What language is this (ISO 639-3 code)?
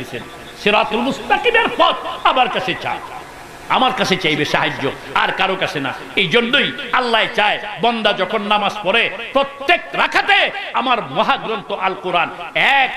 ben